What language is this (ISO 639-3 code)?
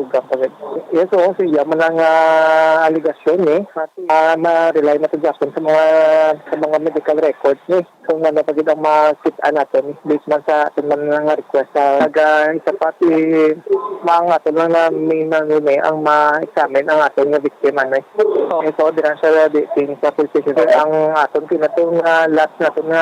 hil